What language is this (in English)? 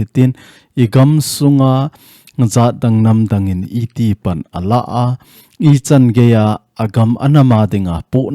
Thado Chin